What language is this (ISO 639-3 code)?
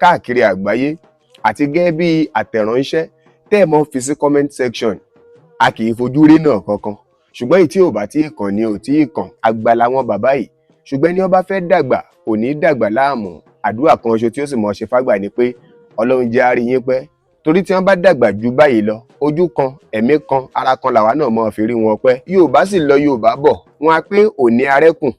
yor